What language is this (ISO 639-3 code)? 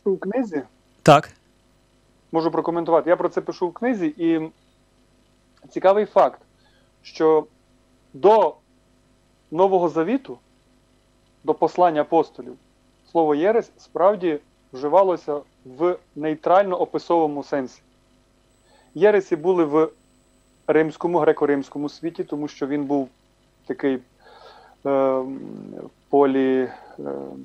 ukr